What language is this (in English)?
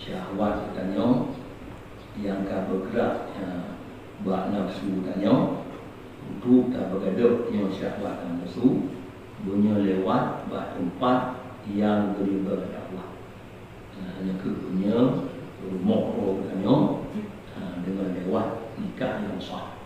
Achinese